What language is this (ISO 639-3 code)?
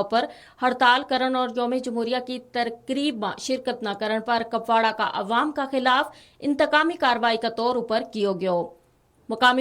gju